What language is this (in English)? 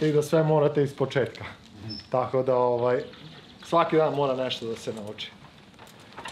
Serbian